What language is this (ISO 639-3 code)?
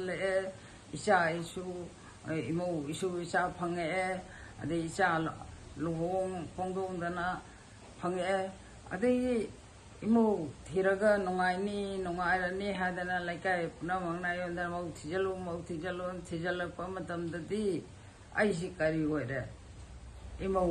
mni